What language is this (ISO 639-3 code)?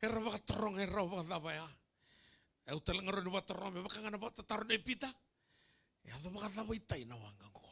fij